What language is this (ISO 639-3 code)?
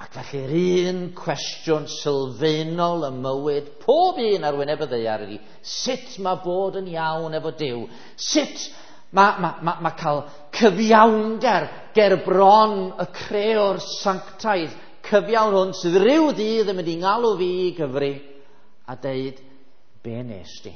cym